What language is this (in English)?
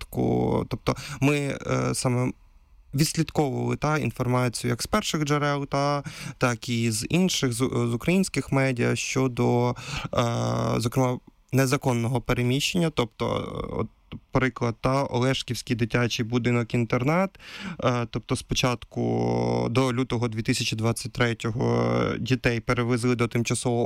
Ukrainian